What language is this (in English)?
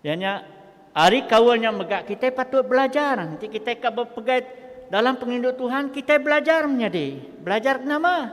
Iban